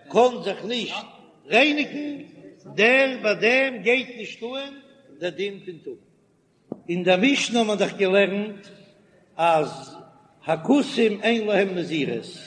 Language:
Yiddish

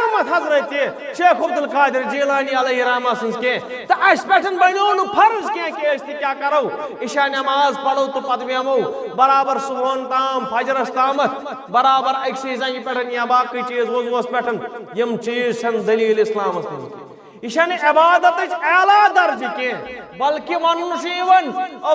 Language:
Kashmiri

